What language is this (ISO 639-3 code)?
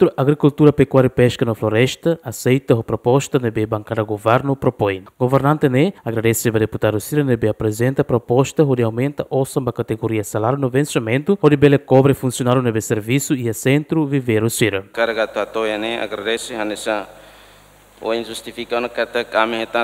tet